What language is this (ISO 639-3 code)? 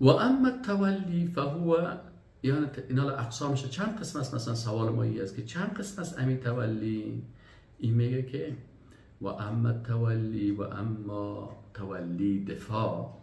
fas